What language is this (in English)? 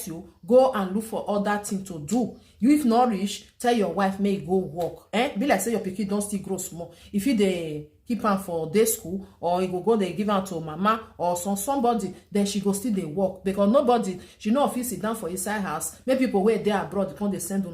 Nigerian Pidgin